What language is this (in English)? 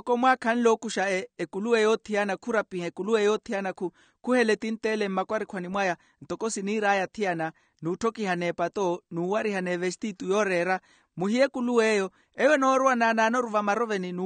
Makhuwa